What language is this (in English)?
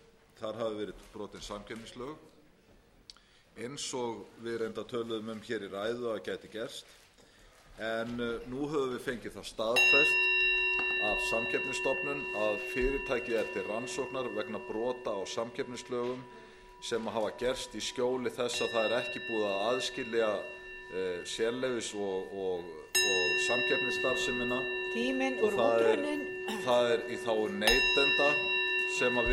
Icelandic